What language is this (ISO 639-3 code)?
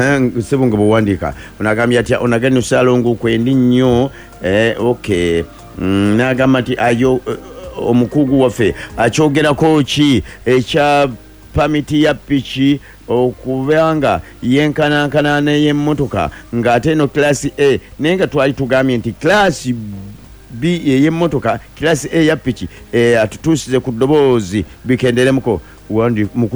lug